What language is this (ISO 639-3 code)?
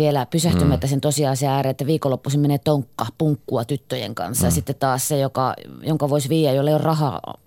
fin